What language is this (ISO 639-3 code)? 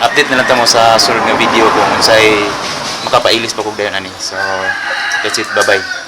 ceb